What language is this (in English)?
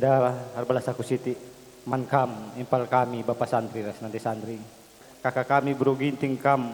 Batak Karo